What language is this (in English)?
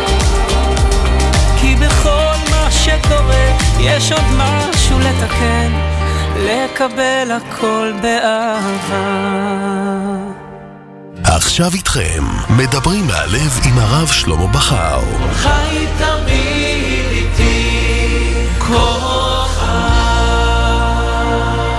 Hebrew